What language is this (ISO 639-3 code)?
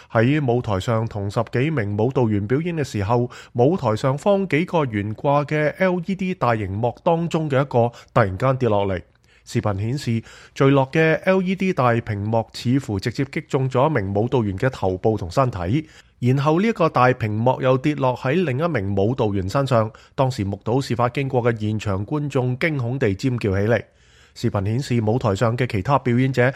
yue